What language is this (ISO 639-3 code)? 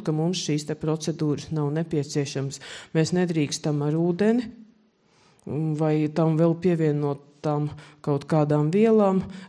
lav